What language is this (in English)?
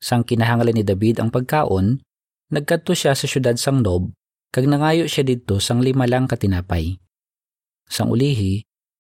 Hiligaynon